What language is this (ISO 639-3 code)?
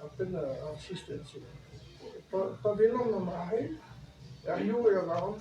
bre